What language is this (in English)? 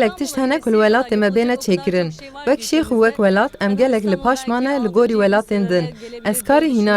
Kurdish